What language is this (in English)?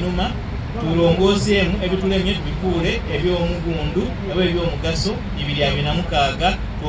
Soga